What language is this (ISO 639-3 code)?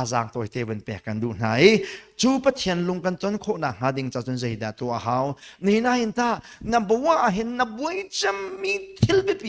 cnh